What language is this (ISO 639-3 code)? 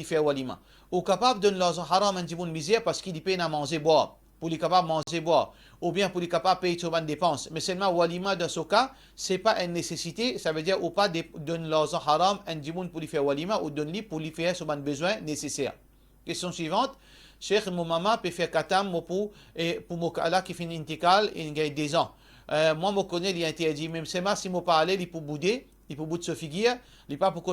mfe